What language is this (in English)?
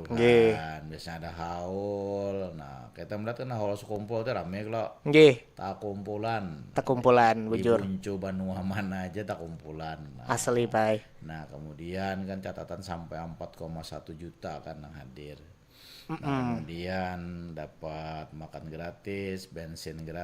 Banjar